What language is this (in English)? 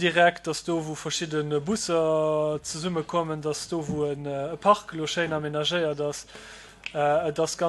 Luxembourgish